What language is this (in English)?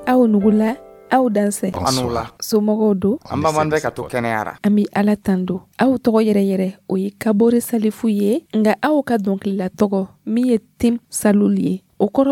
Dyula